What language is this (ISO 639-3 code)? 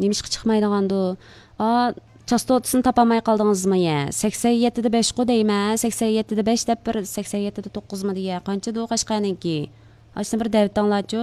uig